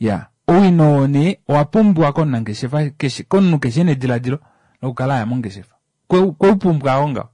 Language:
Kuanyama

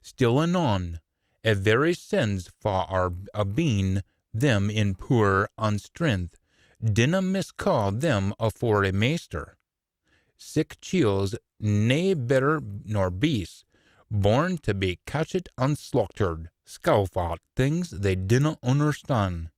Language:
Scots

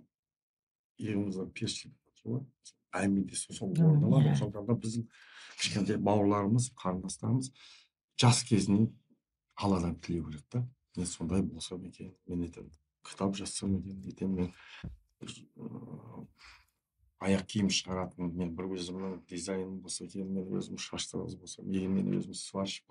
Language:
Kazakh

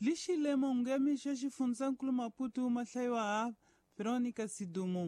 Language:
Tsonga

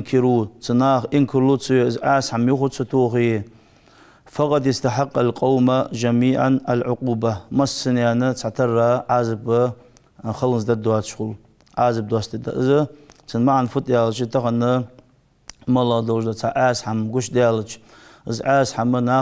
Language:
Ingush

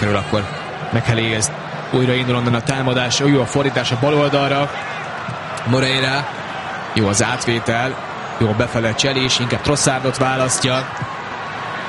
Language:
Hungarian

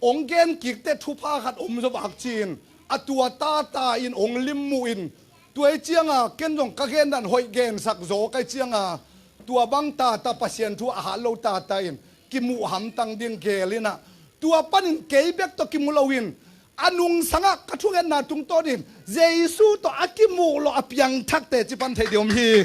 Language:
Tedim Chin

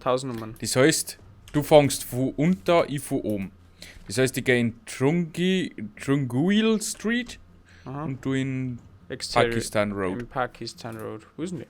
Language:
Bavarian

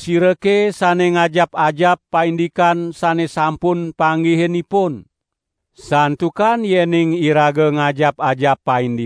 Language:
Balinese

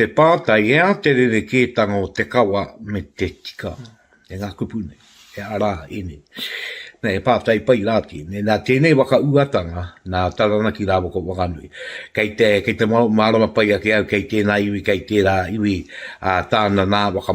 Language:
Māori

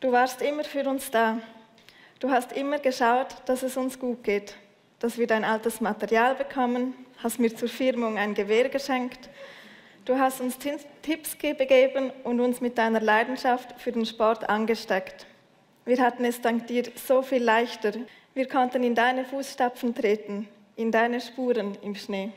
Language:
Romansh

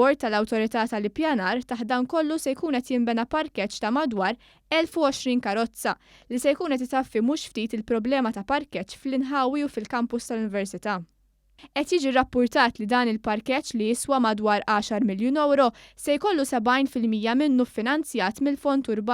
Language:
Maltese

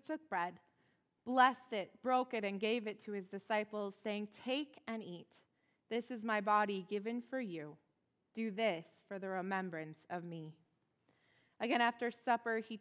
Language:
English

